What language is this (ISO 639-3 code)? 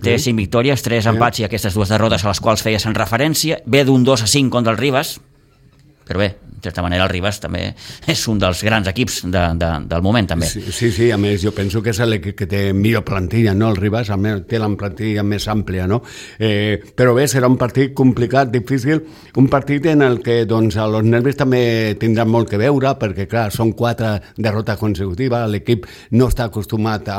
cat